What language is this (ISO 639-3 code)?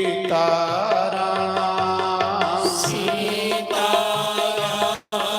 doi